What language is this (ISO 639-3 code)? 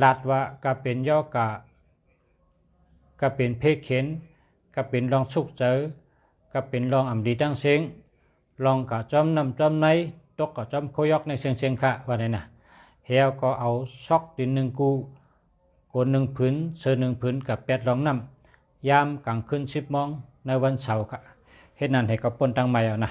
shn